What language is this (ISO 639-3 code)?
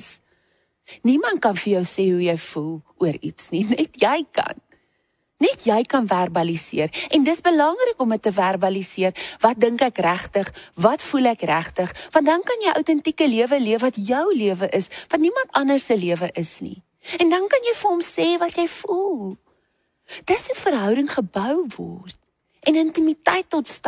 afr